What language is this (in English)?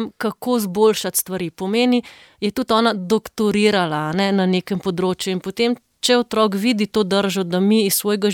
Slovenian